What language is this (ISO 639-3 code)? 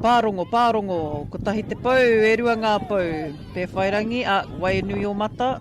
mri